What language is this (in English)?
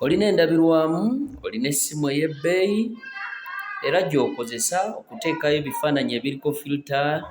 Ganda